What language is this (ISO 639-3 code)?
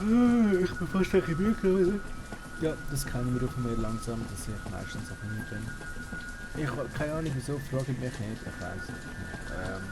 gsw